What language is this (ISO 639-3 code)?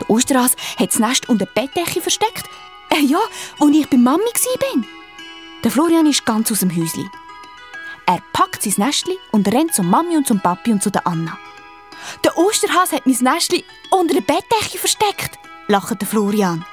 gsw